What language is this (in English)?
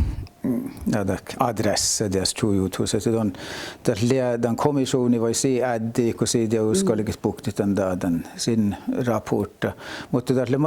Northern Sami